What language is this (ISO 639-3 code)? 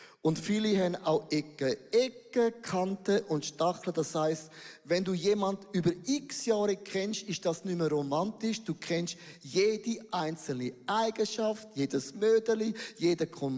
gsw